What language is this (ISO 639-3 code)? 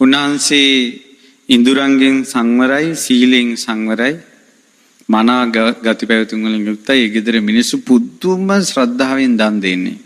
sin